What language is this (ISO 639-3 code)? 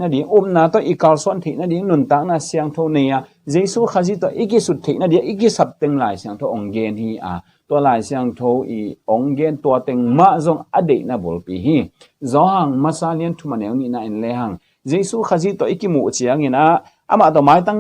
ctd